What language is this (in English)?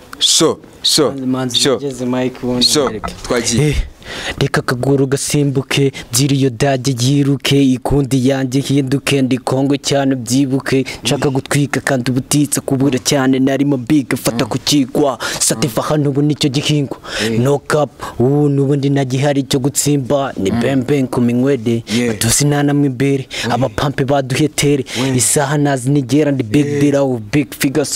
Kinyarwanda